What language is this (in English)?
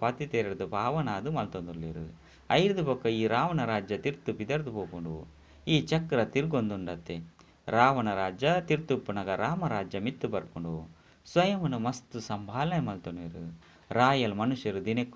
Tulu